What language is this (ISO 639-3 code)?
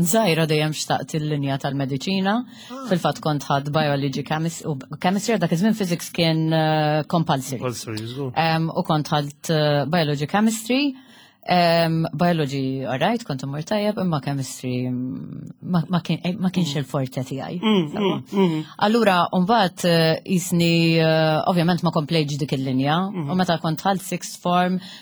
mlt